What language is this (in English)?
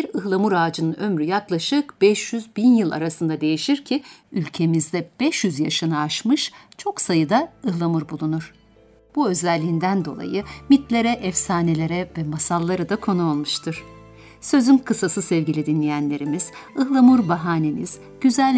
Turkish